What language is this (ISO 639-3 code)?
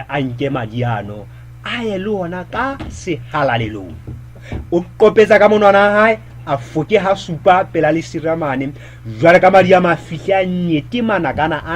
sot